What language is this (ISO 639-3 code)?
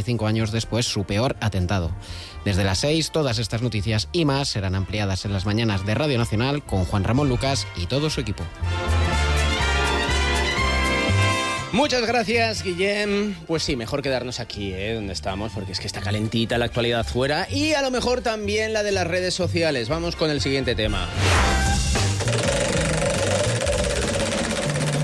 spa